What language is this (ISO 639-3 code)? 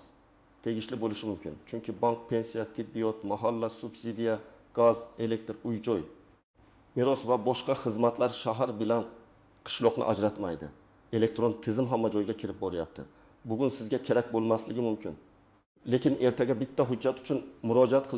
uzb